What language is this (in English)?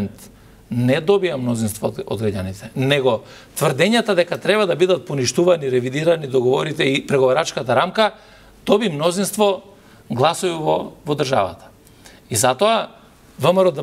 Macedonian